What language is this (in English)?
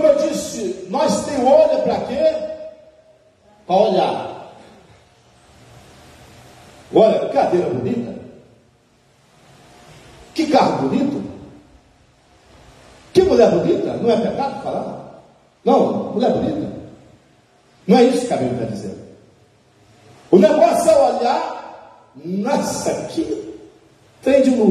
Portuguese